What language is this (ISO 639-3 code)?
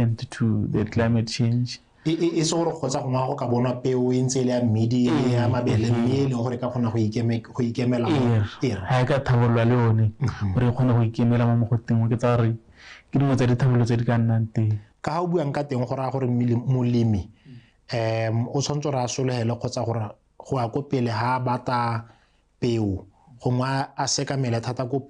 tsn